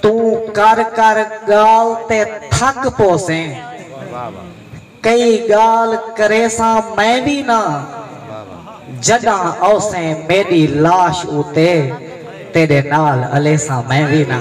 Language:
Saraiki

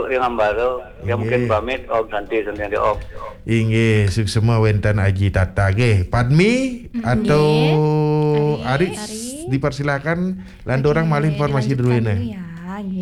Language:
Balinese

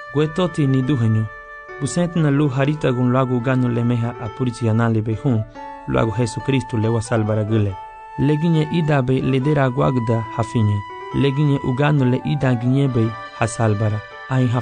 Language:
Garifuna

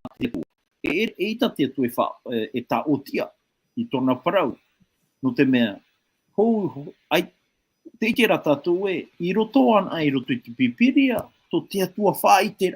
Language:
Tahitian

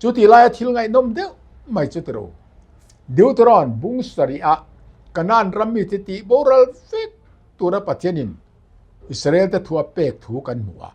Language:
Mizo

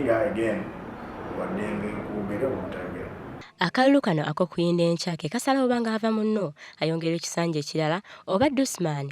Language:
Ganda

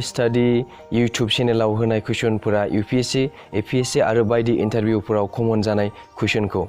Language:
Bodo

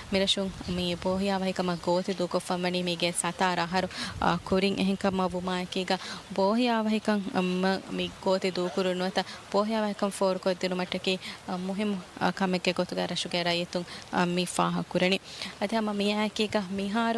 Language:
Divehi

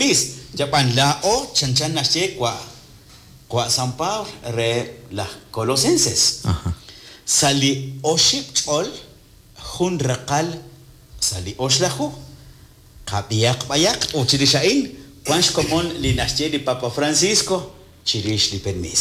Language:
Kekchí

